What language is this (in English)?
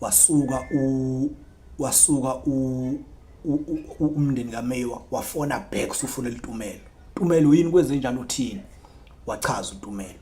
Zulu